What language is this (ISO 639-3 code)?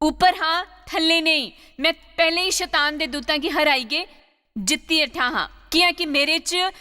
doi